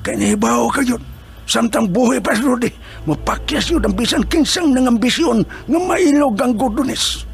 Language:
Cebuano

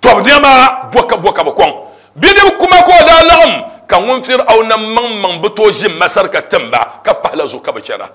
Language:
Dagbani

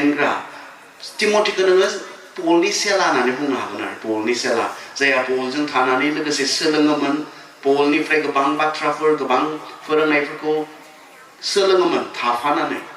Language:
Bodo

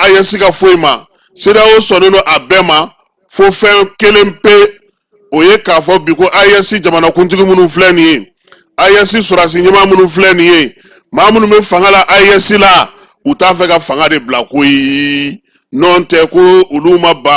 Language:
Bambara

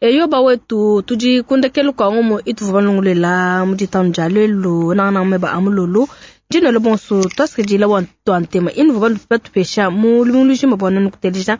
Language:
Luba-Lulua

